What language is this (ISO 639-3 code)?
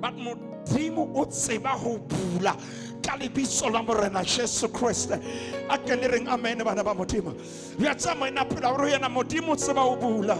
sot